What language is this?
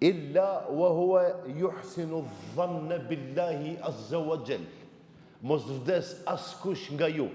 Albanian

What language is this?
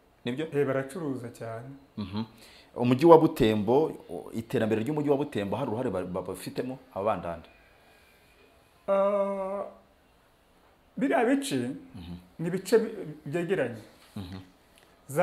Kinyarwanda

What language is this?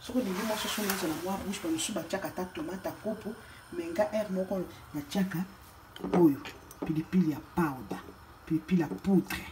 Lingala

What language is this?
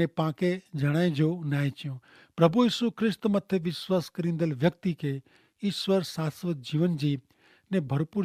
Kachhi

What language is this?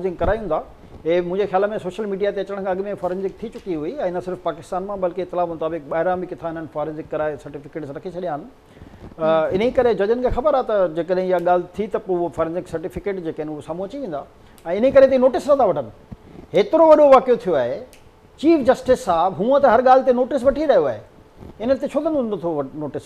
Sindhi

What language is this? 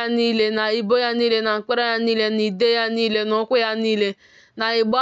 Igbo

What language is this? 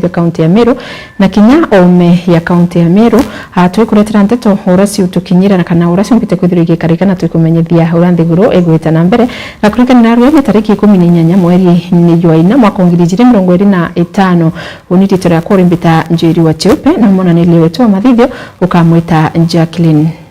Meru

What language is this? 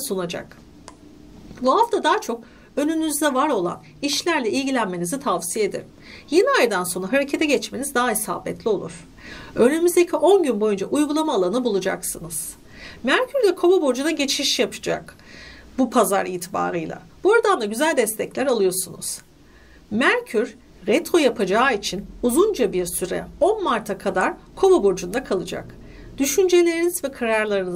Turkish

